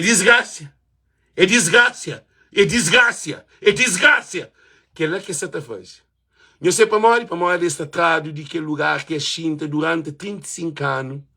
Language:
Kabuverdianu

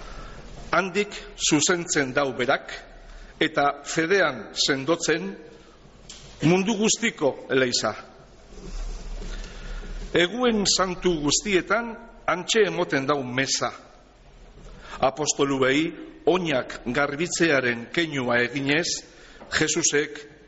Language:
Basque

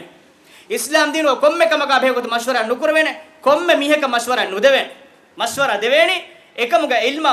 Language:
Divehi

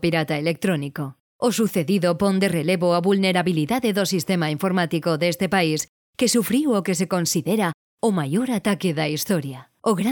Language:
Galician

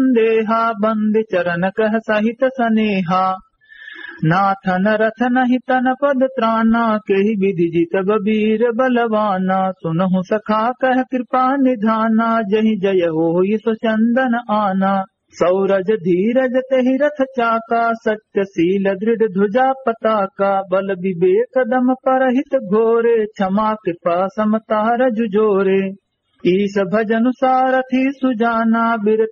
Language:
Awadhi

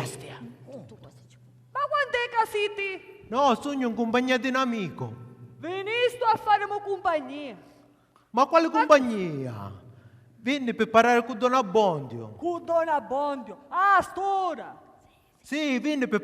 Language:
Sicilian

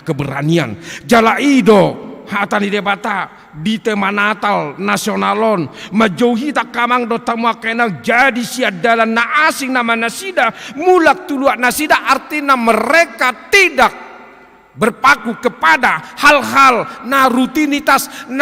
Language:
Batak Toba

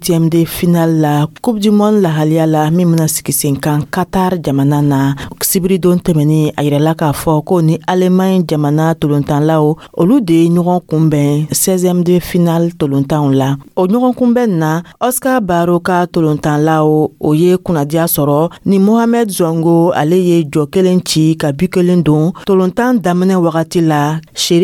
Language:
Dyula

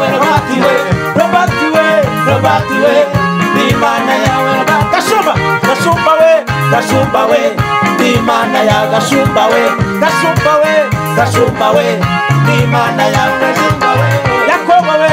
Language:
Kinyarwanda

